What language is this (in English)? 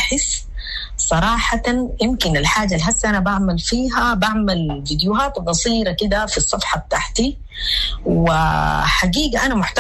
Sudanese Arabic